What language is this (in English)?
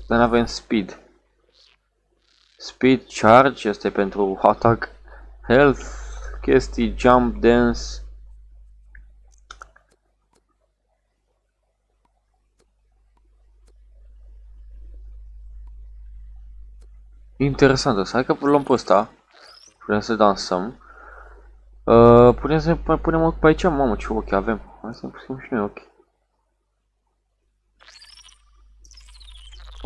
Romanian